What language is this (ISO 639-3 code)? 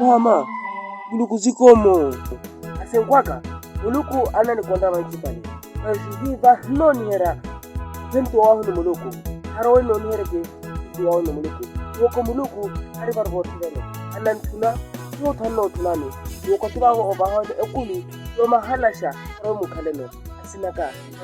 vmw